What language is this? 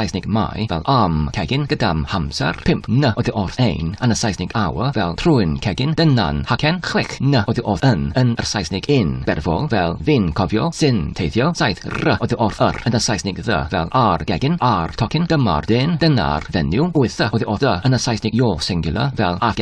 Welsh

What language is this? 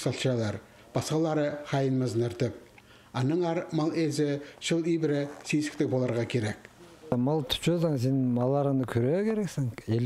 Khakas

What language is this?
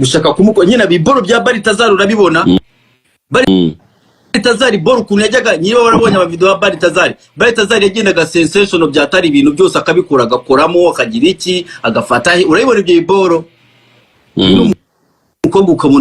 Kinyarwanda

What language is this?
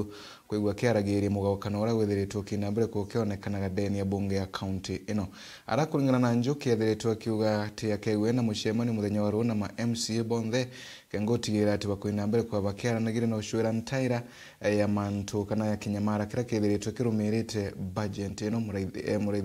Meru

